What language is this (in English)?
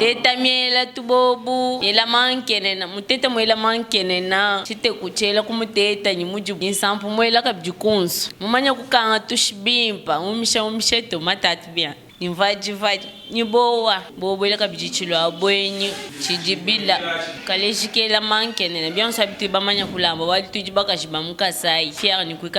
Luba-Lulua